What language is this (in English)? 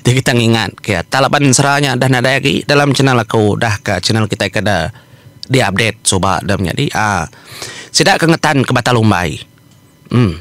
Iban